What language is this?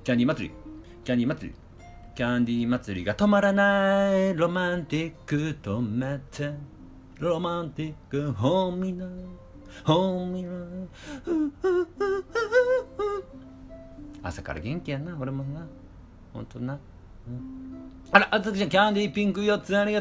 Japanese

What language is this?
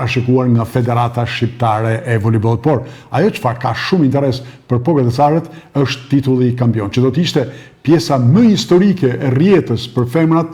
Albanian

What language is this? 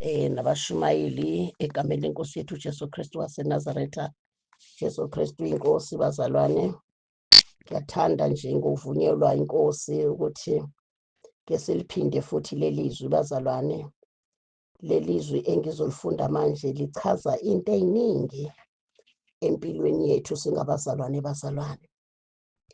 Zulu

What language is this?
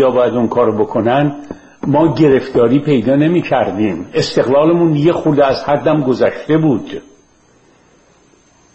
Persian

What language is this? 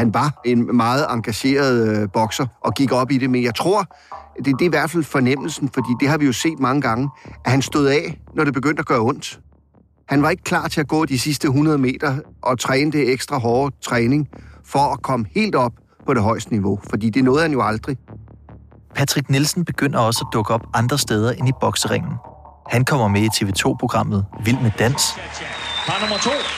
Danish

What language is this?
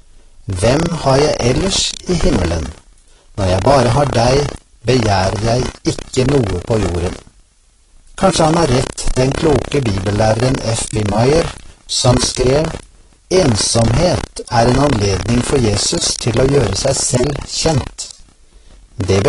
Norwegian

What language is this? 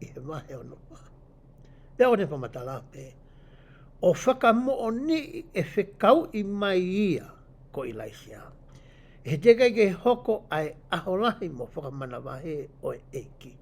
Tongan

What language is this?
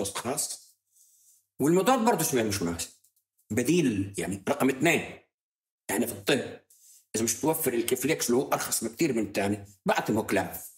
North Levantine Arabic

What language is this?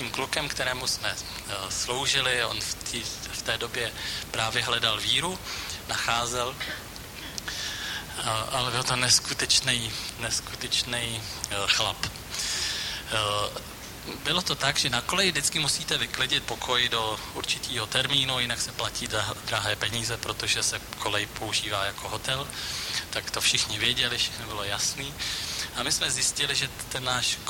Czech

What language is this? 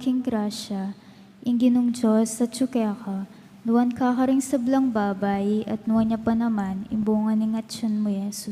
Pampanga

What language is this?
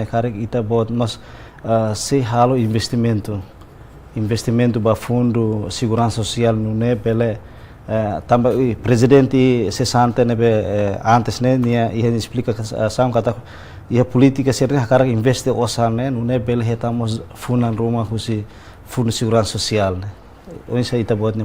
Tetum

